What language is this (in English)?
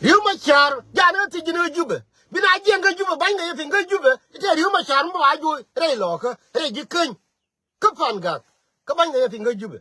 Nuer